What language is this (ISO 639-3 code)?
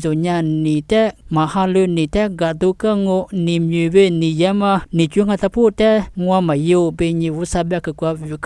lis